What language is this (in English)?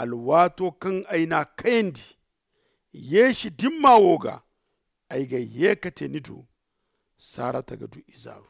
Zarma